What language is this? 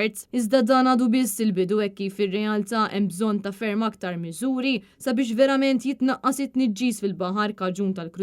Maltese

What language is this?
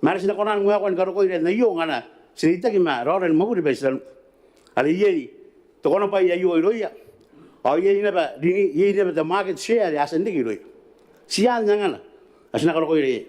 Gilbertese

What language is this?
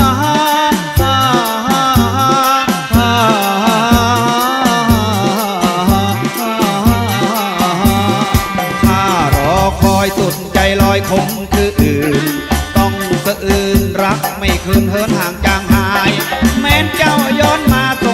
Thai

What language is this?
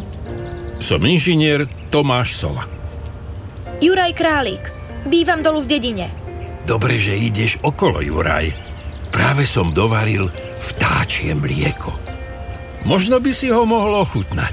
Slovak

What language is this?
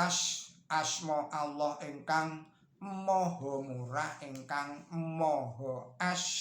Javanese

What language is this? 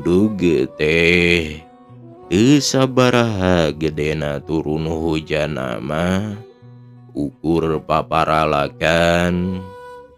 Sundanese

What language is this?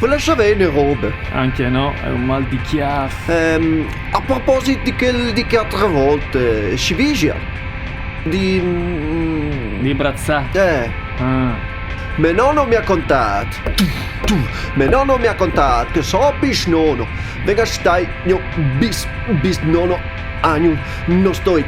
Friulian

